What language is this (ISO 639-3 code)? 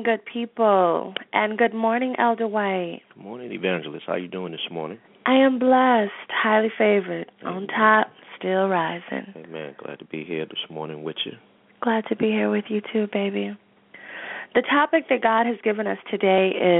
eng